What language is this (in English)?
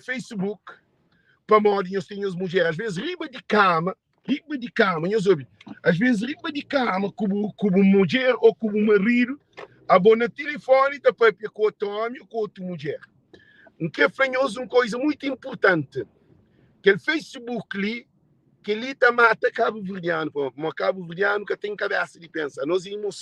Kabuverdianu